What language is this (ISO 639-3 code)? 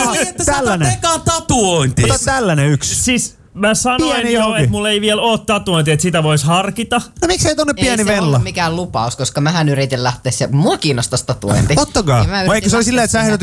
fin